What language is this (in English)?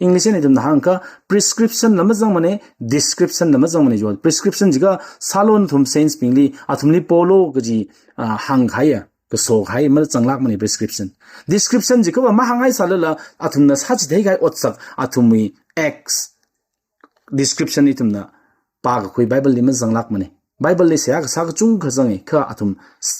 Tangkhul Naga (India)